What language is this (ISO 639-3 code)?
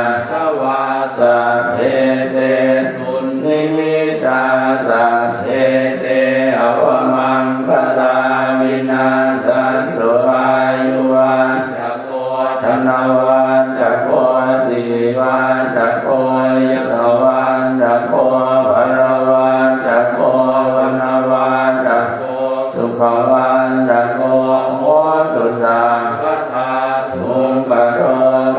pli